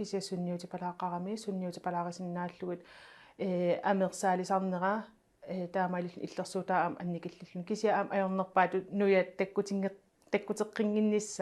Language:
Kalaallisut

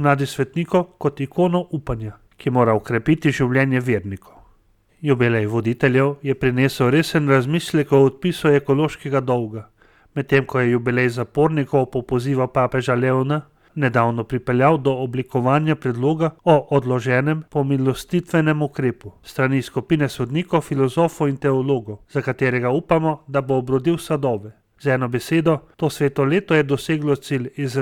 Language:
Slovenian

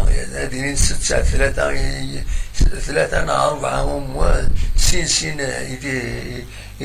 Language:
Kabyle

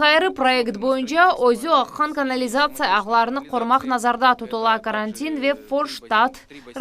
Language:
Crimean Tatar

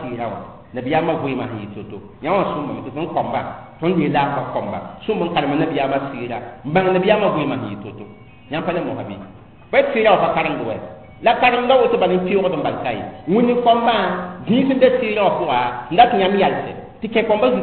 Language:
Mossi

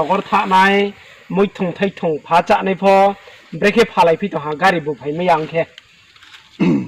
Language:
Riang (India)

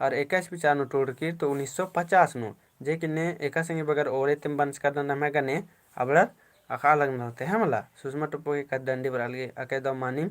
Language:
Kurukh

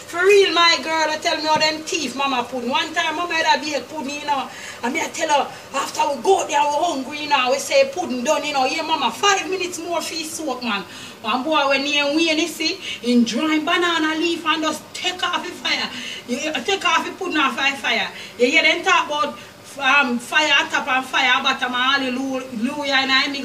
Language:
Jamaican Creole English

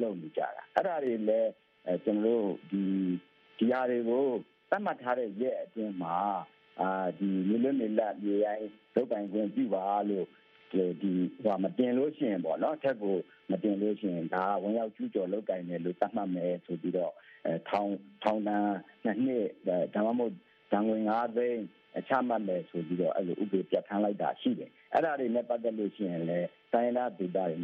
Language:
Burmese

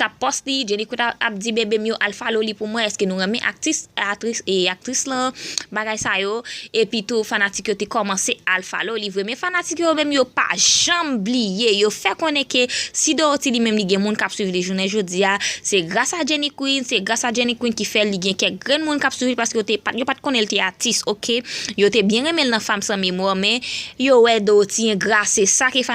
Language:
Haitian Creole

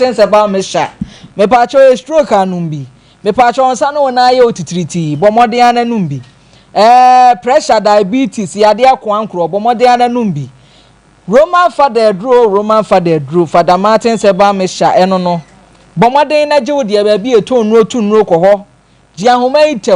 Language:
Akan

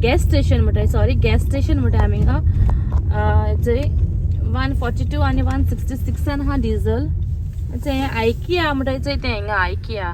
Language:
Konkani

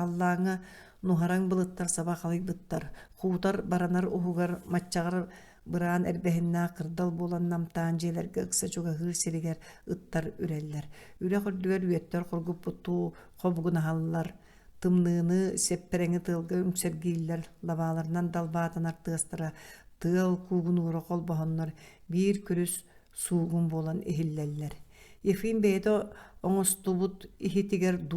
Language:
Yakut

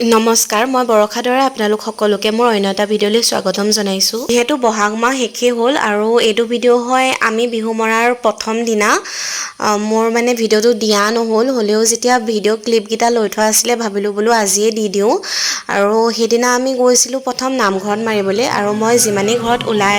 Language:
Assamese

